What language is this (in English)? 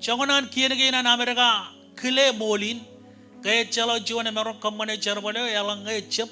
Marshallese